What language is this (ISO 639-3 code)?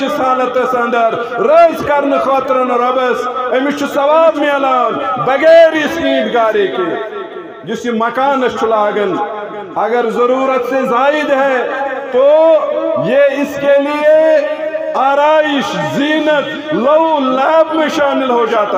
kas